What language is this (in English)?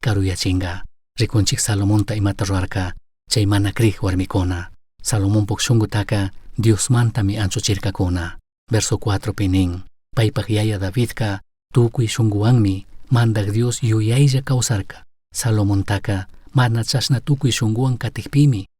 Chimborazo Highland Quichua